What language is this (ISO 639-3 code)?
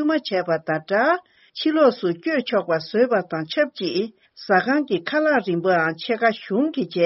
bod